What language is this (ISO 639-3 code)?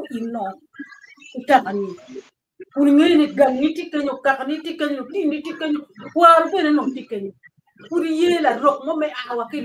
ach